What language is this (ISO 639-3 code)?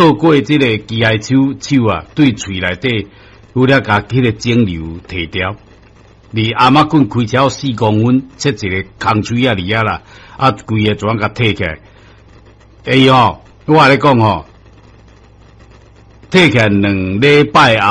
nan